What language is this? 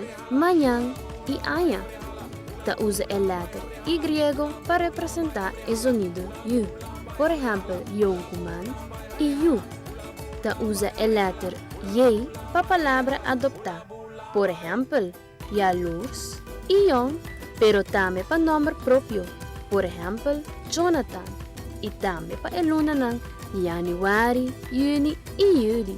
Papiamento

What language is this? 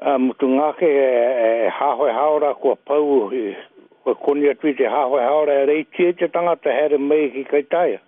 Māori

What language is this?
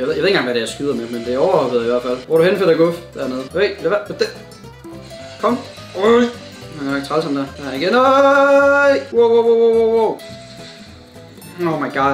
Danish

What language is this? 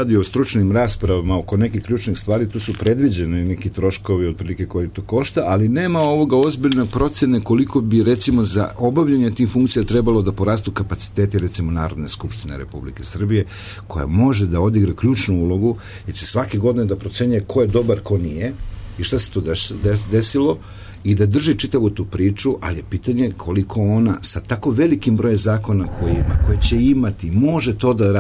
Serbian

